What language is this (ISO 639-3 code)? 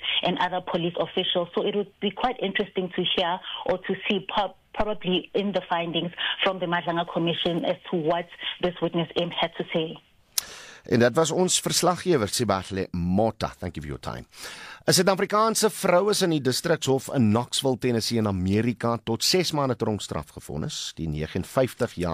afr